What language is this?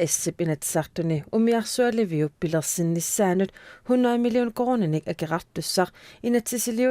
Kalaallisut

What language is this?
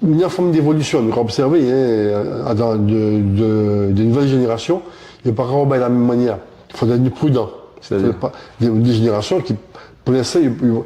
Guadeloupean Creole French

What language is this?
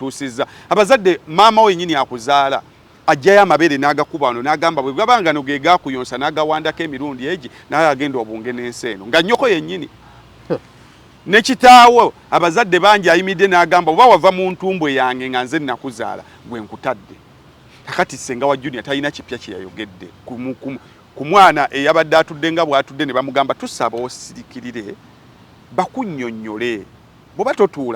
Ganda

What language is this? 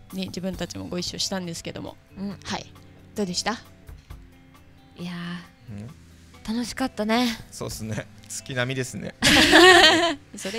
Japanese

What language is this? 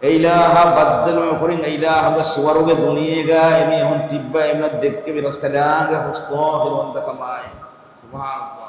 Divehi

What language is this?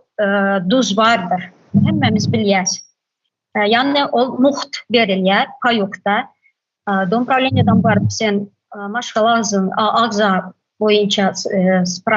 Turkmen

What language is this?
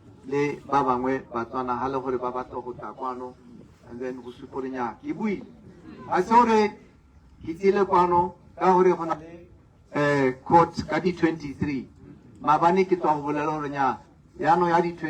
Tswana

